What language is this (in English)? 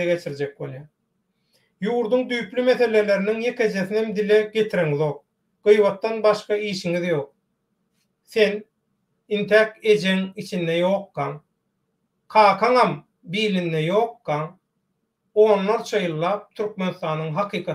Turkmen